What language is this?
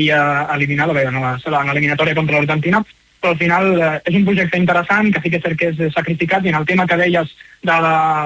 Catalan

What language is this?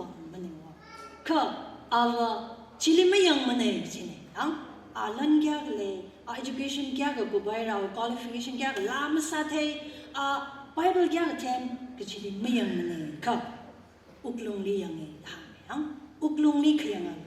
Tangkhul Naga (India)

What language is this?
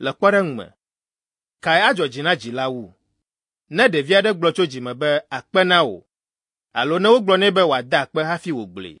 Ewe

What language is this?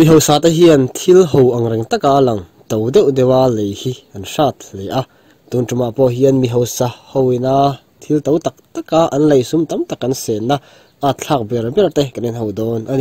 Mizo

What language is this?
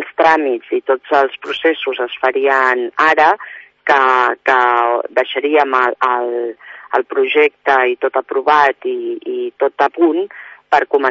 Catalan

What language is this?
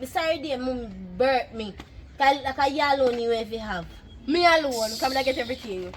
Jamaican Creole English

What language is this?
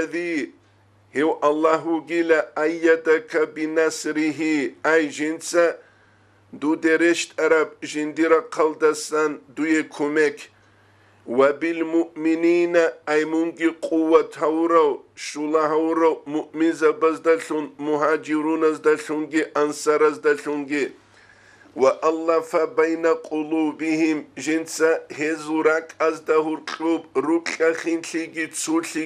Avaric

